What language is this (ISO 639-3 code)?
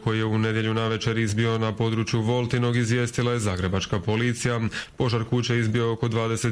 hrv